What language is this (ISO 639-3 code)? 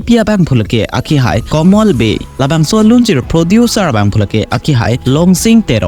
mjw